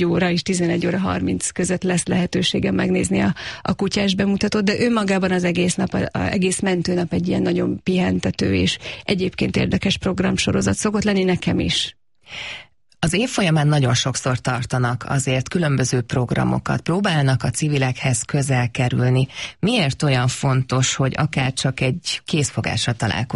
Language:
Hungarian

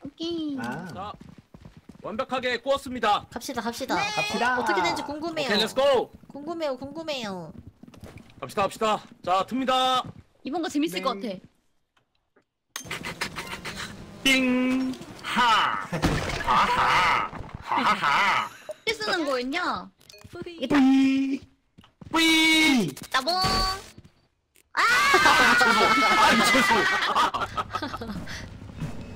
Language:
Korean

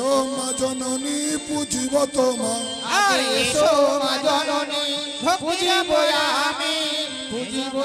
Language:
Bangla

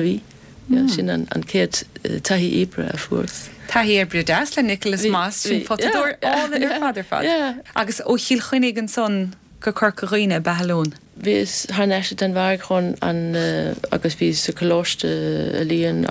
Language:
Irish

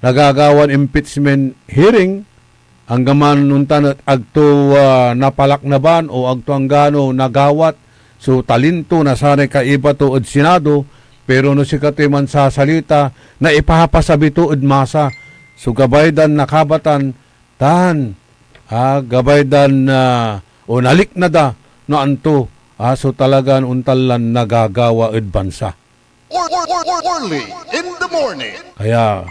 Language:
Pangasinan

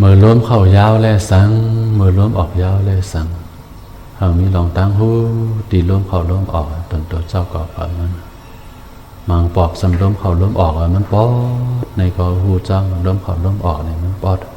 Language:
Shan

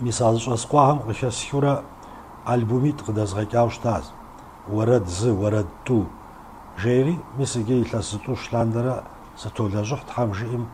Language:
Kabardian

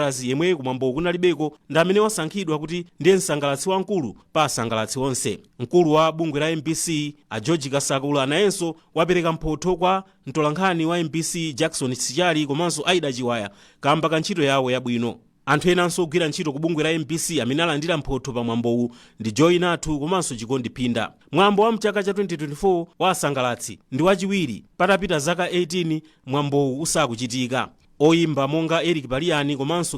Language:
Nyanja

